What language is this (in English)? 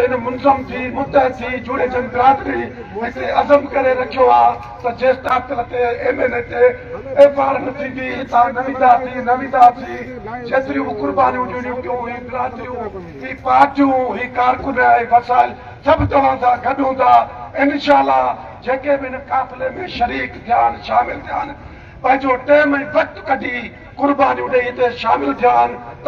Sindhi